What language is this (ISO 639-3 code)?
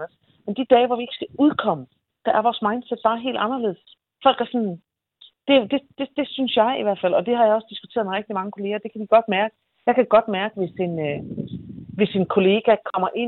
dan